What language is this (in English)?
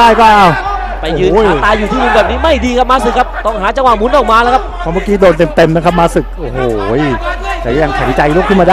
Thai